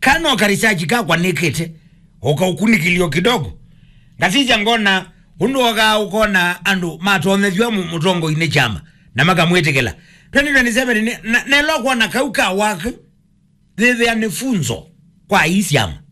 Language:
Kamba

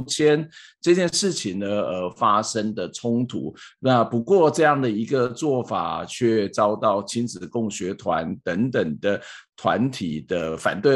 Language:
Chinese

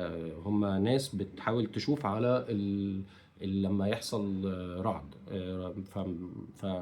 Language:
Egyptian Arabic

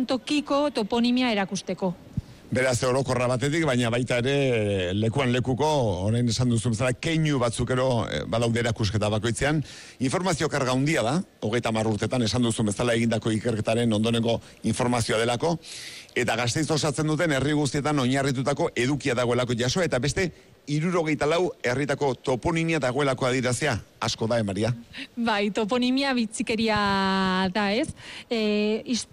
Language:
Basque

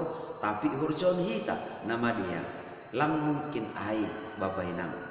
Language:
Batak Simalungun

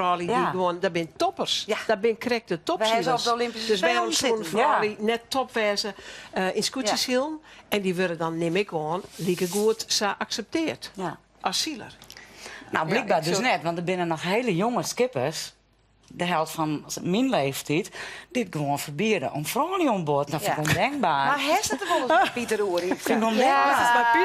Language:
Western Frisian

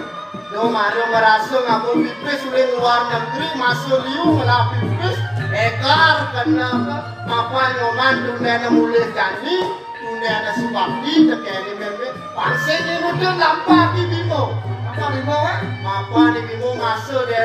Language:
Balinese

